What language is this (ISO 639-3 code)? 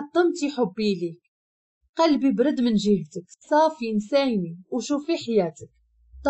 ary